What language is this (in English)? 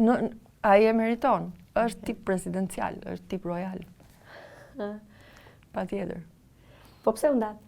Albanian